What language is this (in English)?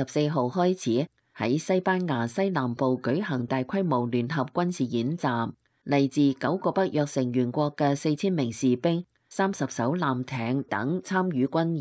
Cantonese